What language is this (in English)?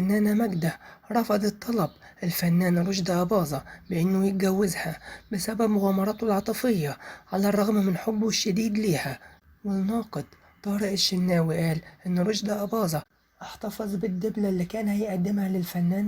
Egyptian Arabic